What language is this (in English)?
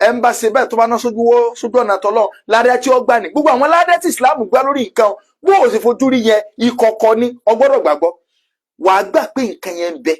Yoruba